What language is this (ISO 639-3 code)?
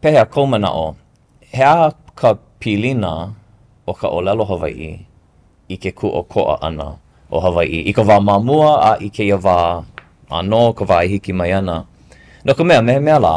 haw